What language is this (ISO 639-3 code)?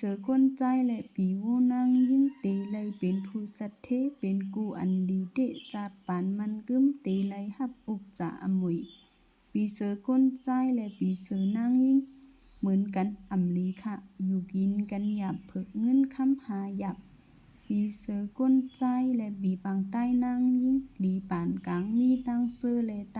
shn